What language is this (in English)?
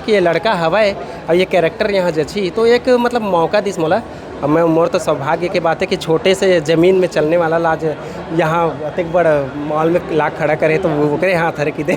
Chhattisgarhi